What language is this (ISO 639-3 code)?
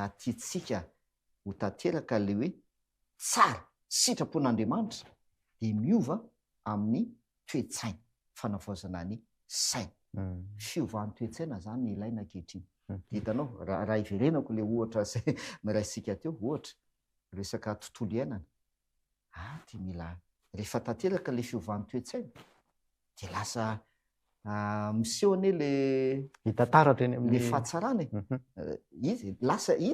mlg